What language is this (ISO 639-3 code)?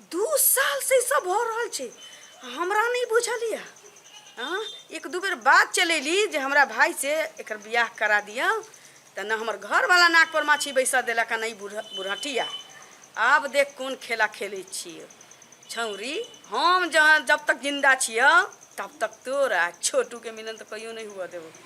mai